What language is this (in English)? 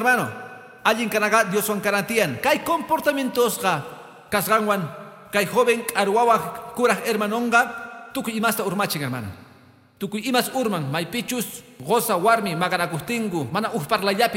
Quechua